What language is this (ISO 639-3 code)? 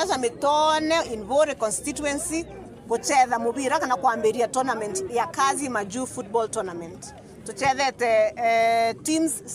mer